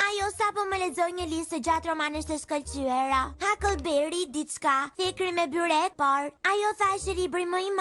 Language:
Albanian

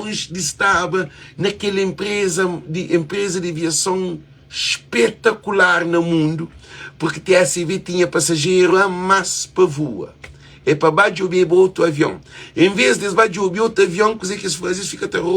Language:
Kabuverdianu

